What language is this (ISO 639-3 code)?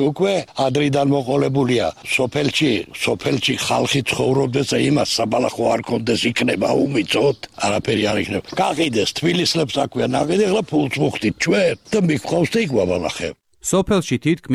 kat